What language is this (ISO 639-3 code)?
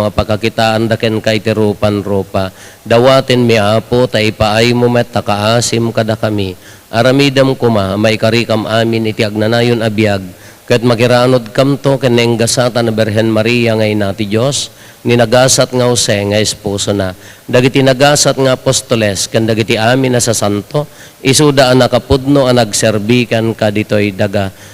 ilo